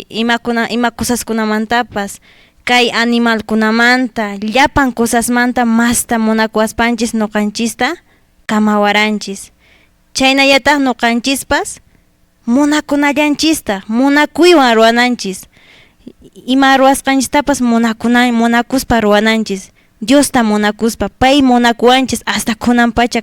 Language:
Quechua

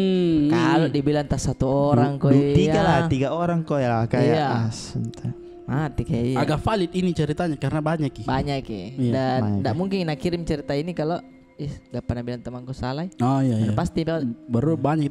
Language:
Makassar Malay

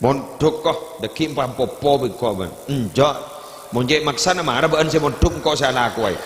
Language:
Madurese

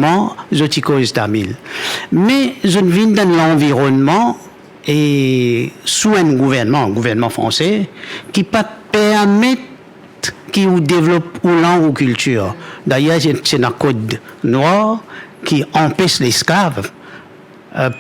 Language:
Morisyen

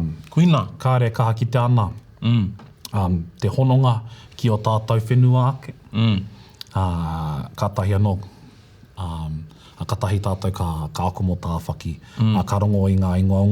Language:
Māori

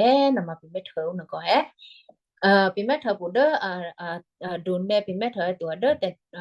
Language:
Western Kayah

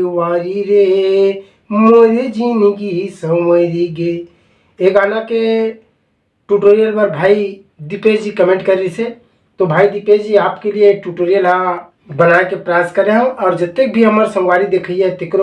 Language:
Chhattisgarhi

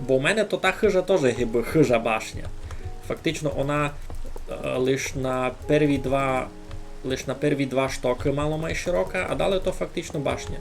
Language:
Rusyn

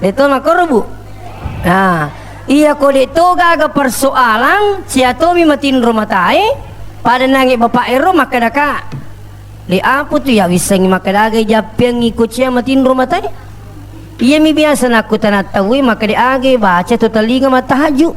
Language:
Buginese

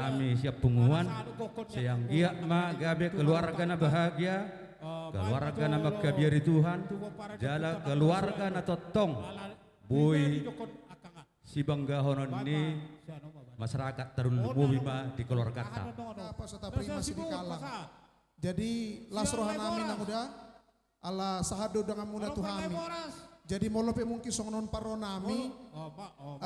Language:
Batak Toba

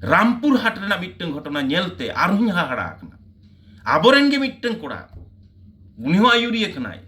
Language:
Santali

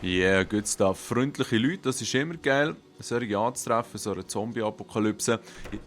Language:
Swiss German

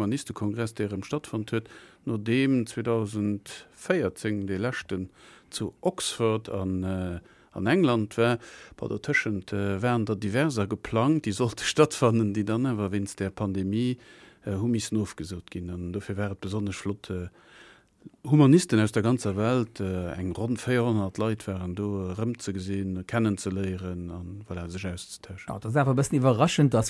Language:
Luxembourgish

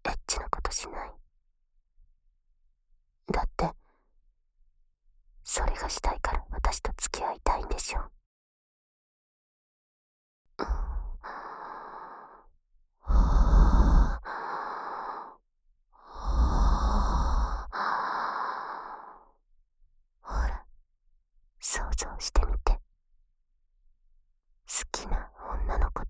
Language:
Japanese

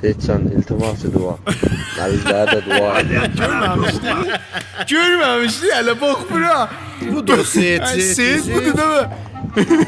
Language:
South Azerbaijani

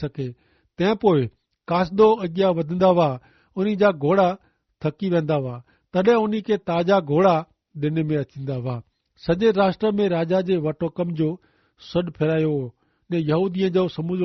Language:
Kachhi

